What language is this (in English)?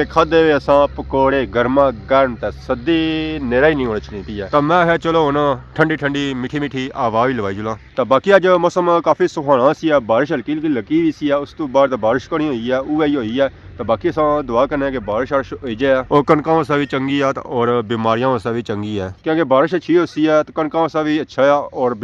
Pahari-Potwari